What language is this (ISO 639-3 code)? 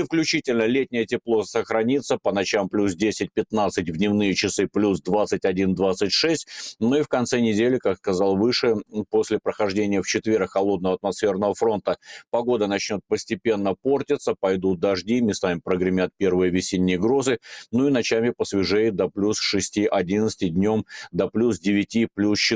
rus